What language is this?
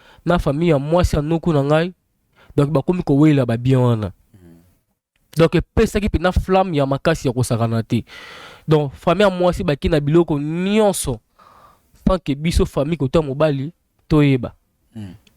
Lingala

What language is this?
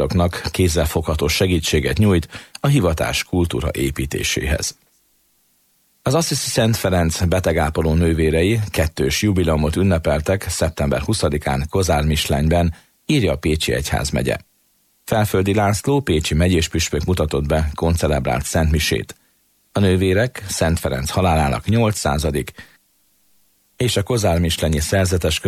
Hungarian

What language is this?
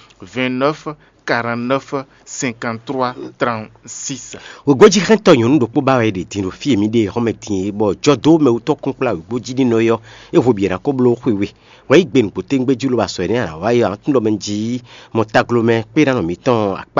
Fon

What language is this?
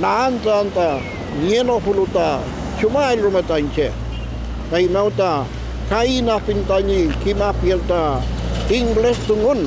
Mapuche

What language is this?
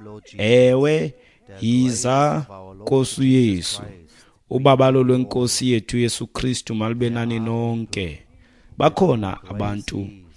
Xhosa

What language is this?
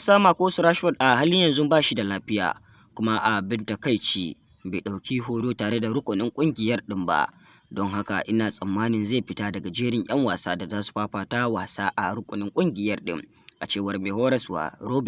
Hausa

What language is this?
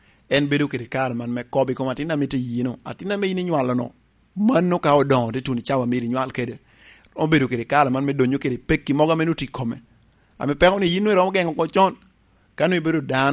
Lango (Uganda)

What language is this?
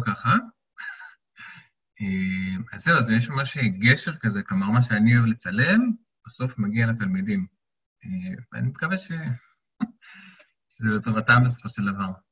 Hebrew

